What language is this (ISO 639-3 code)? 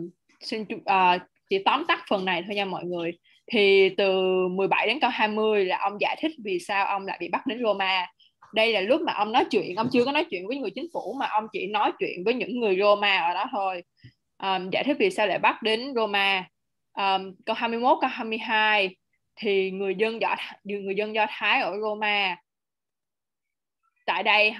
vie